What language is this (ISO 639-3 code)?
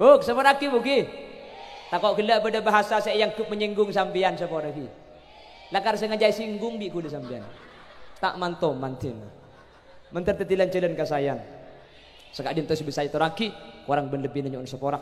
mad